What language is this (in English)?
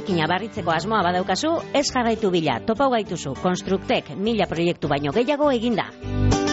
Basque